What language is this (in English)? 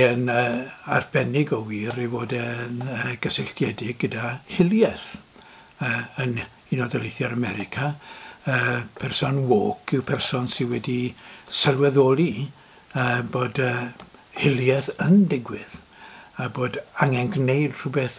Welsh